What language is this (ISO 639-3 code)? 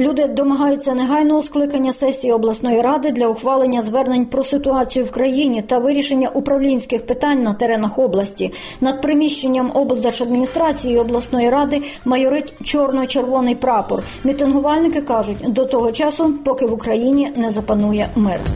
ukr